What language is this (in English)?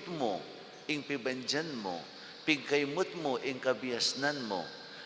Pampanga